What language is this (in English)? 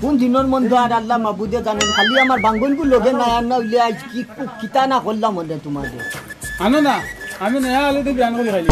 Sylheti